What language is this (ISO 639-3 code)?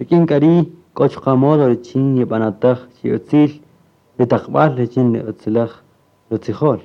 cak